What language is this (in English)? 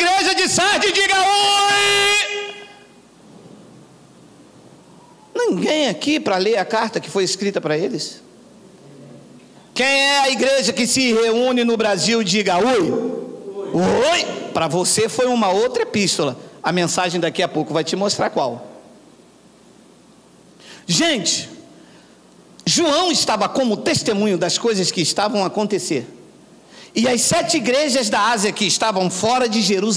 Portuguese